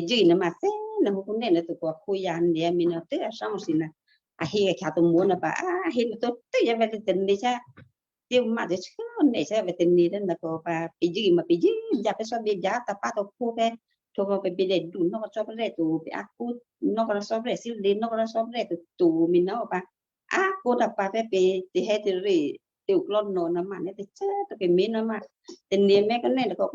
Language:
Western Kayah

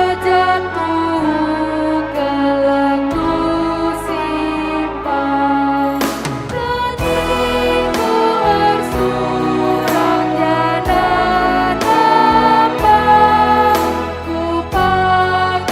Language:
Batak Karo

